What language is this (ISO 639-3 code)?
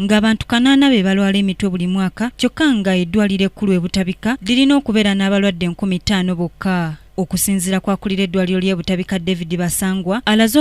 lug